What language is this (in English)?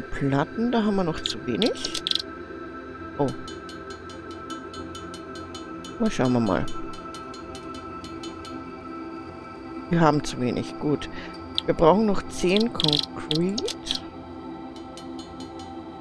German